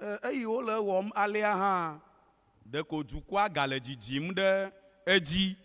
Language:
Ewe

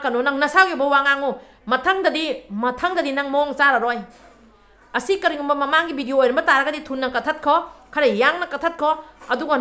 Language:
Manipuri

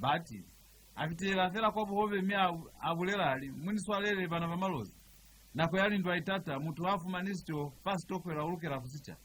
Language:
Lozi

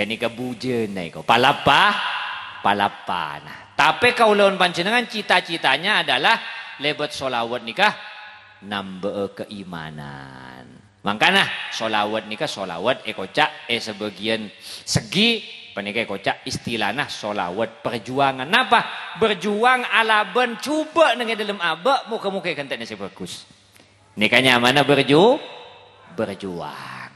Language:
Madurese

